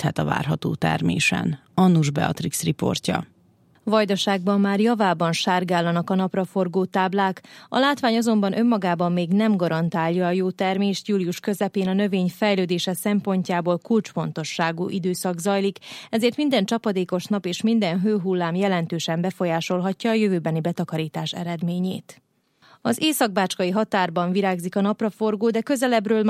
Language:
Hungarian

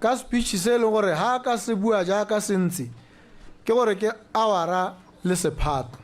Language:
Tswana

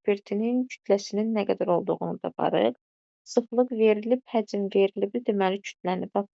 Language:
Azerbaijani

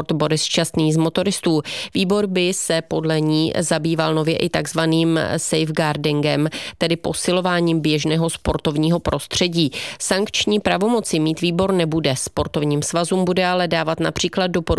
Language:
Czech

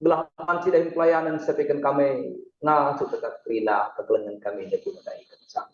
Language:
Batak Karo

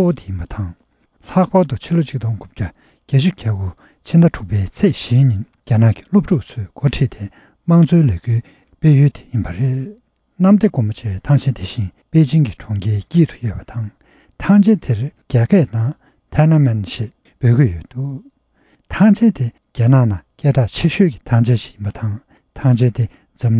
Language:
Tibetan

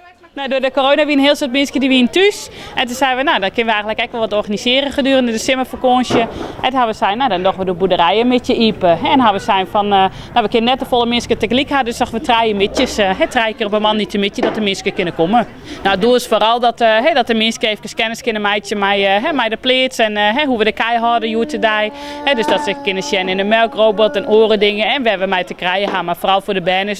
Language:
Western Frisian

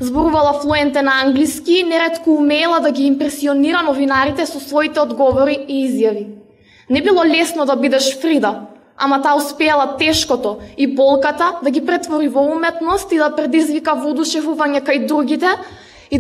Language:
Macedonian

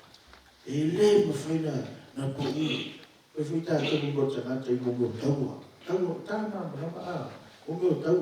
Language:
Samoan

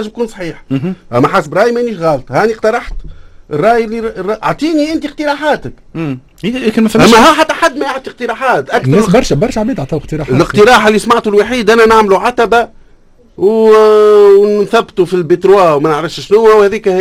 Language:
Tunisian Arabic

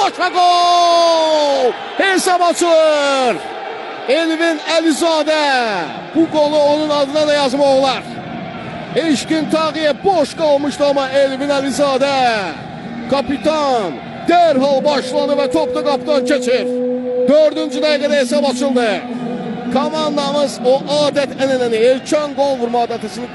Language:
Azerbaijani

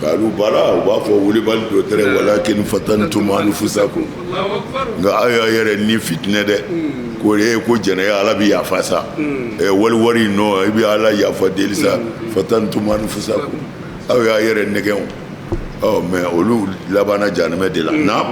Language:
Bambara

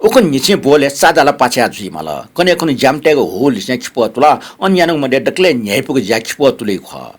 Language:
Newari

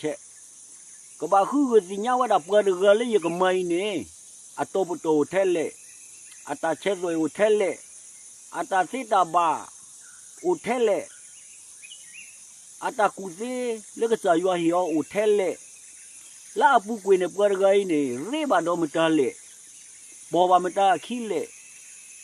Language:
S'gaw Karen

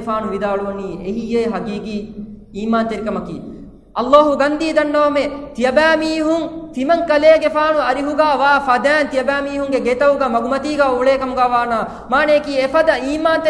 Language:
Divehi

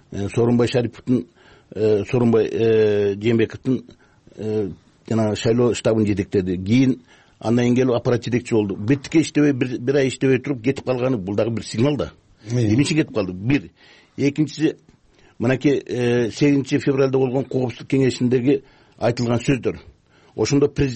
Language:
Kyrgyz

